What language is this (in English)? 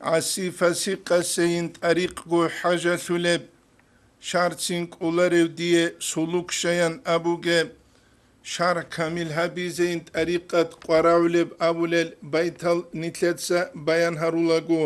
Avaric